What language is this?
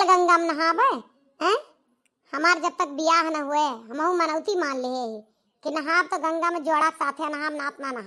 Awadhi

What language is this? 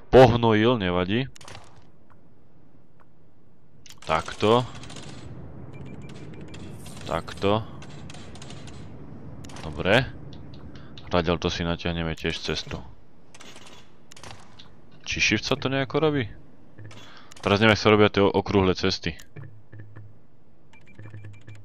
Slovak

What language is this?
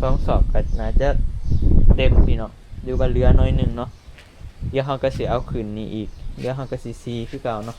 Northeastern Thai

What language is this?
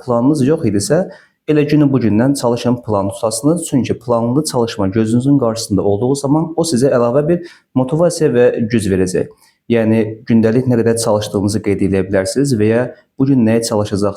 Azerbaijani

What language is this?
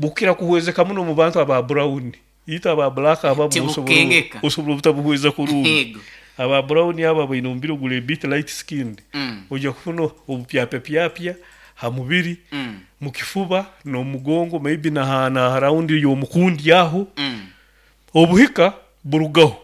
Nyoro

